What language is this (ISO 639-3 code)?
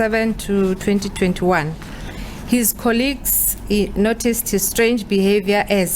ven